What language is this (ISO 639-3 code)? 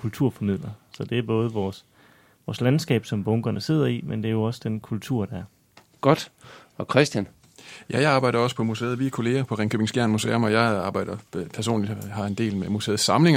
dan